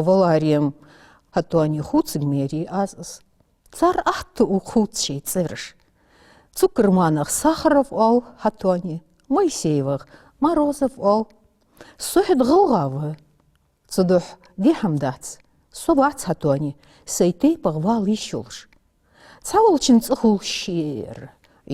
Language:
Ingush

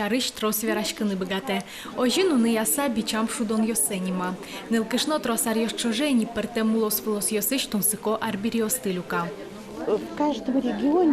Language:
Udmurt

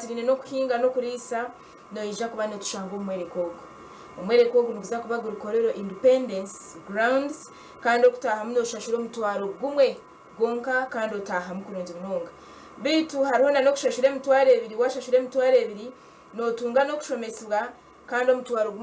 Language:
Nyankole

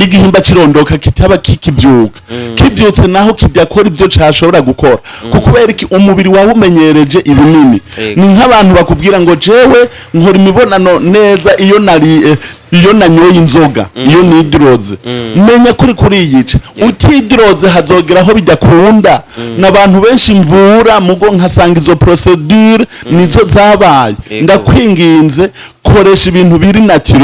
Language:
Rundi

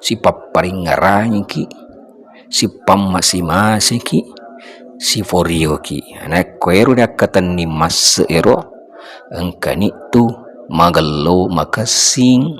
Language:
Buginese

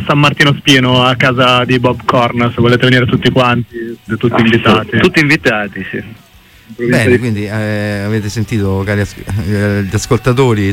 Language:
Italian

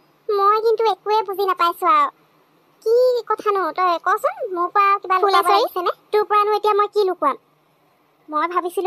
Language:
Assamese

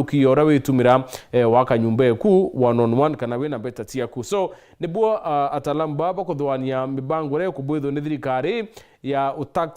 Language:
Meru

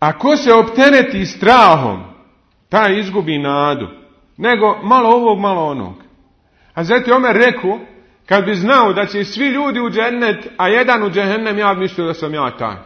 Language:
Bosnian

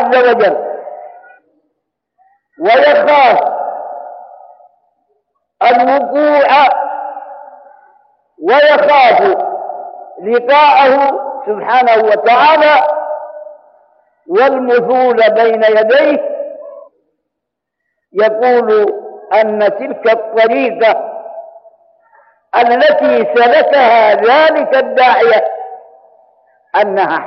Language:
Arabic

